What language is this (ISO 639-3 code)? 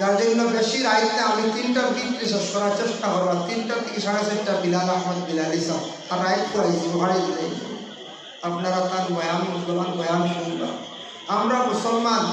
syl